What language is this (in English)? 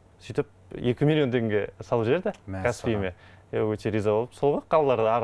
Kazakh